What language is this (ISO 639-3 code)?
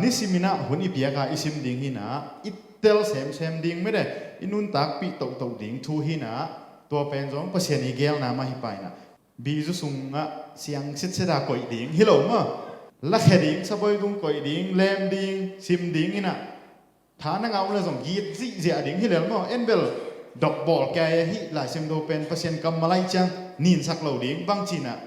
ctd